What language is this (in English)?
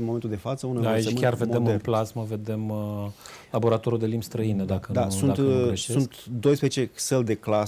Romanian